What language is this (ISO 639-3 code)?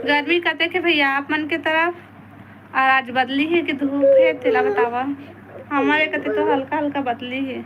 hne